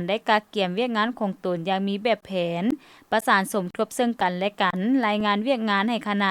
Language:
Lao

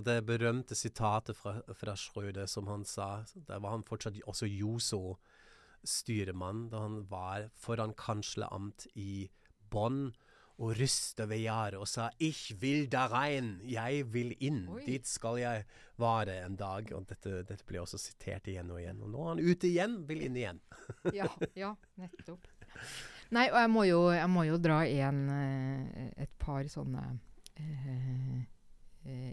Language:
Norwegian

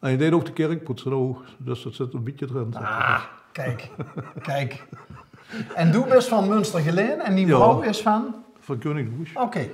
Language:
Limburgish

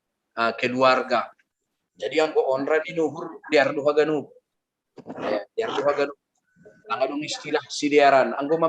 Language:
Batak Simalungun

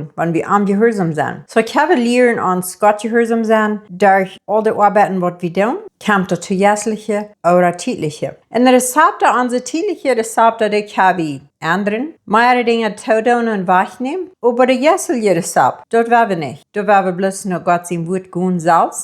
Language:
Plautdietsch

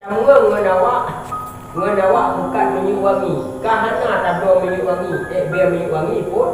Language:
Achinese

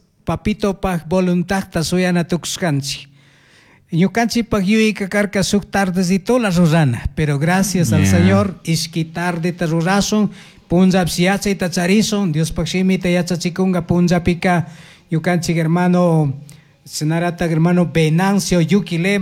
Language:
Chimborazo Highland Quichua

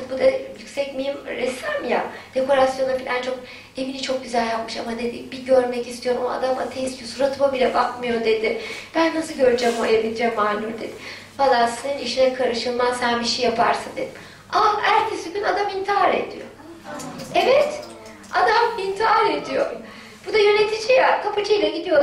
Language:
Turkish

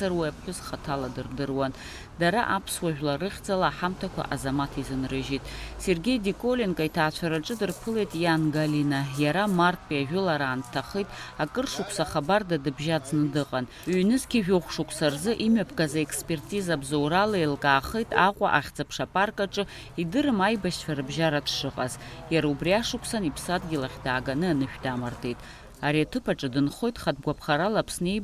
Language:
Abkhazian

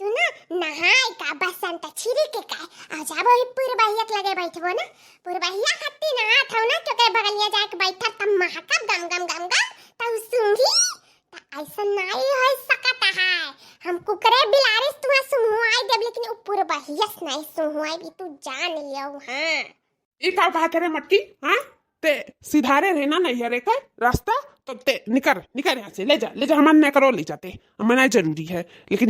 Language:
Awadhi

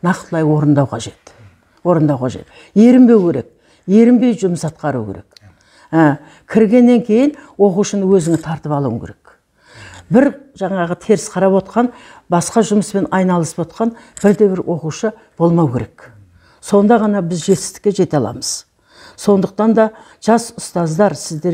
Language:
Kazakh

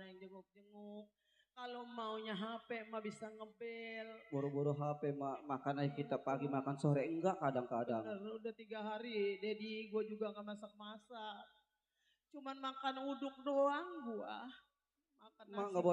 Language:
Betawi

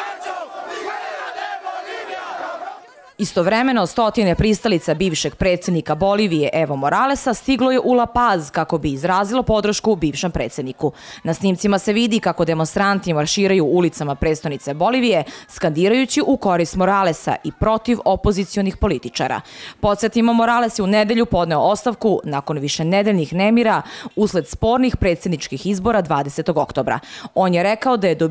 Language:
Serbian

